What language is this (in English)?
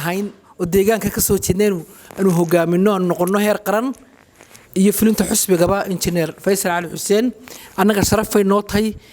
Somali